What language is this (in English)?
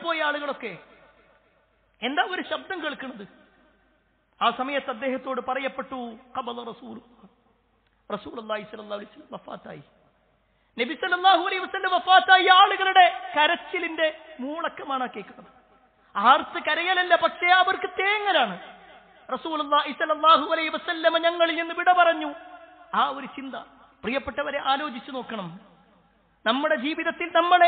Malayalam